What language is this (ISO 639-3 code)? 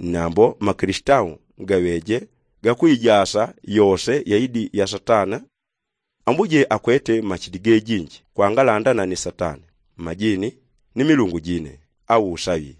yao